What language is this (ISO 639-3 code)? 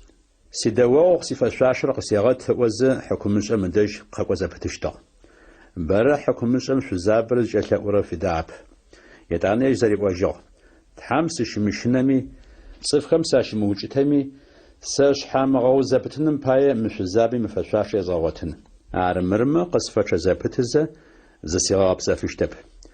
ady